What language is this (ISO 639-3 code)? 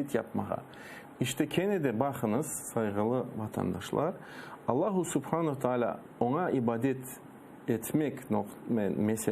crh